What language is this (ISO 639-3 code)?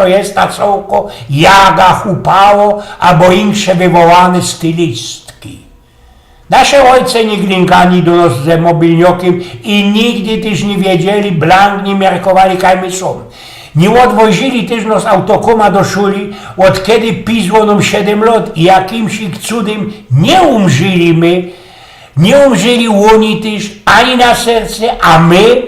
szl